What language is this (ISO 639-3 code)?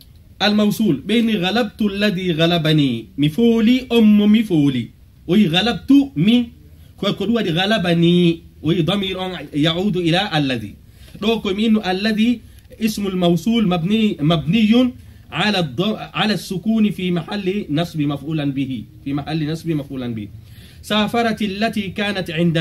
fuf